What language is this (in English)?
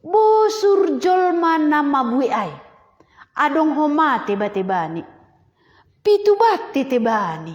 Batak Simalungun